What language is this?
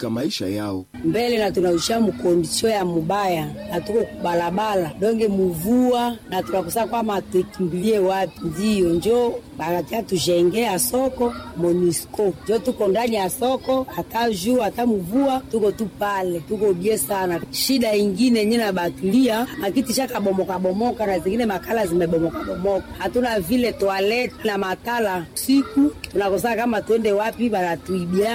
Swahili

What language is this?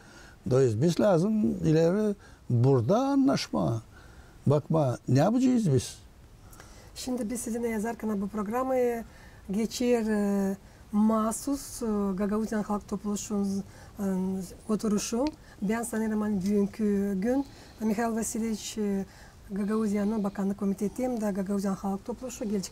Gagauz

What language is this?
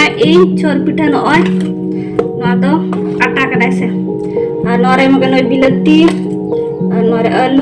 Santali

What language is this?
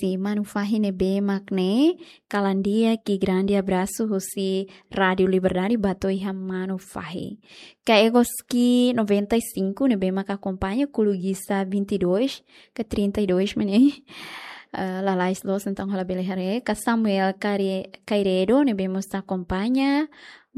Tetum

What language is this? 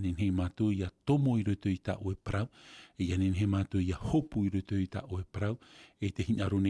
Tahitian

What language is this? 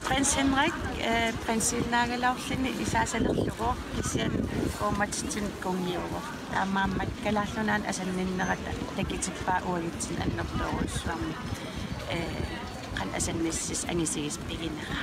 Kalaallisut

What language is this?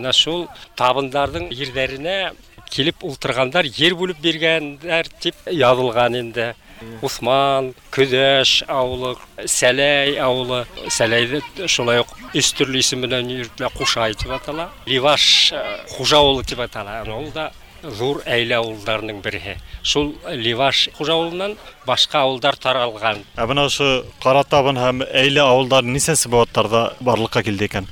Bashkir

